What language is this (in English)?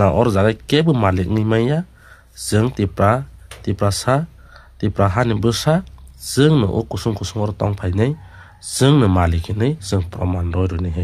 Kok Borok